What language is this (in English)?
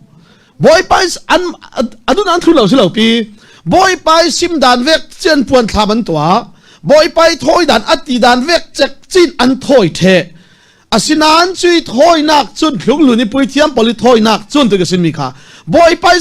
Falam Chin